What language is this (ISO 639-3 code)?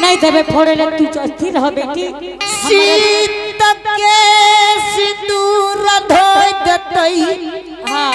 anp